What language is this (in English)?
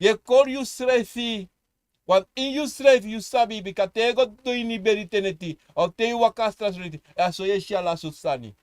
Sranan Tongo